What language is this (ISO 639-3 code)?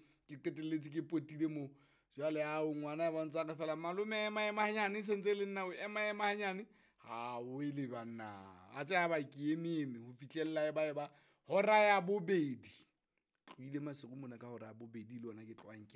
sot